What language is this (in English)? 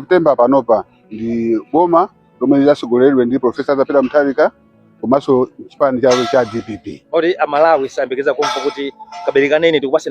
Nyanja